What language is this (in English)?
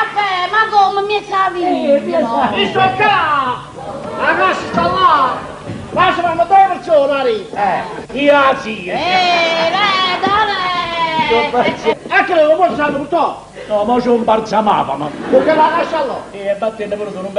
Neapolitan